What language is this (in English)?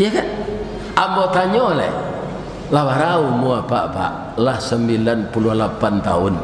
Minangkabau